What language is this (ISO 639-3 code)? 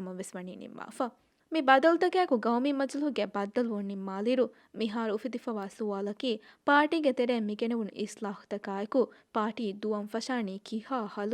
div